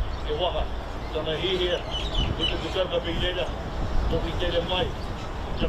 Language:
Māori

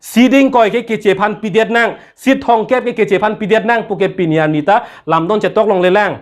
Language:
Karbi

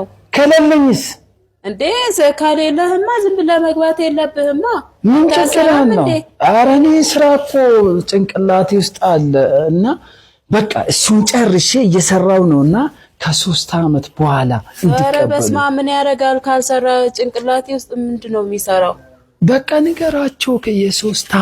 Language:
Amharic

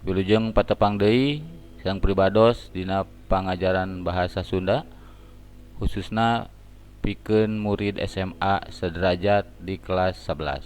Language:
Sundanese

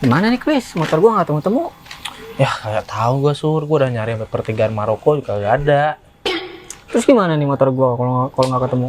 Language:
Betawi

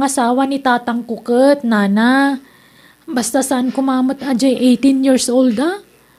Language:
Iloko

